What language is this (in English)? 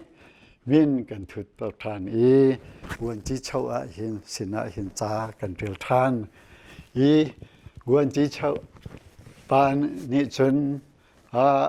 Hakha Chin